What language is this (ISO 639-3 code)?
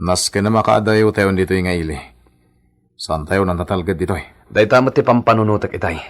ilo